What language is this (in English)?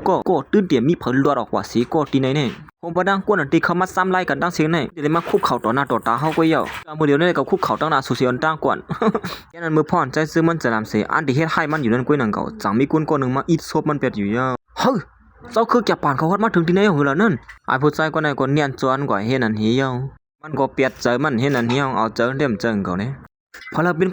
Shan